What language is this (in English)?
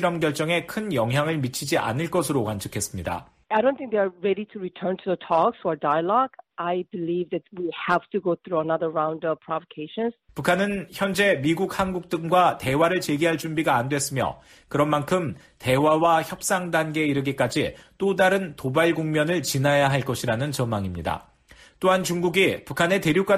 Korean